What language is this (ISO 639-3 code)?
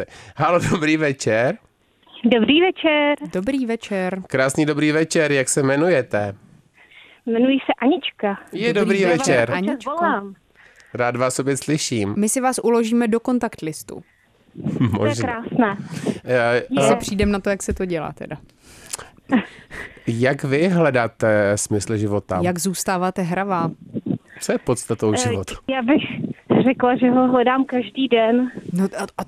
ces